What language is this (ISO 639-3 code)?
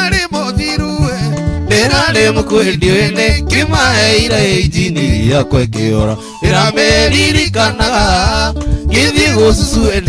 kik